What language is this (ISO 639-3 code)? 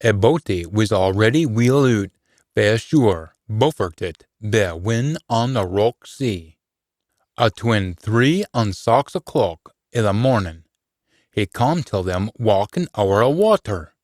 sco